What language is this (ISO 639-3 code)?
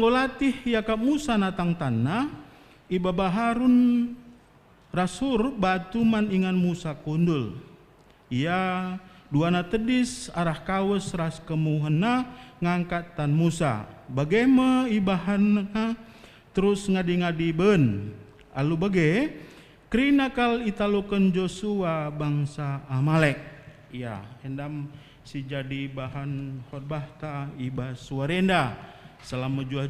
btx